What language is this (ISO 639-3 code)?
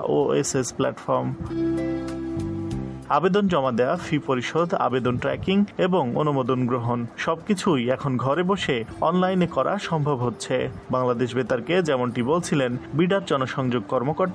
ben